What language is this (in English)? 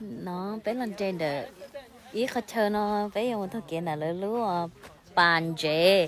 Hmong